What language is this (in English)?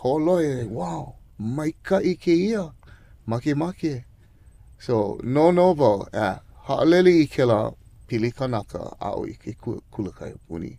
Hawaiian